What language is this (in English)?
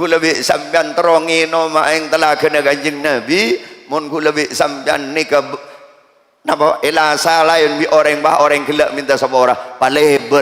Madurese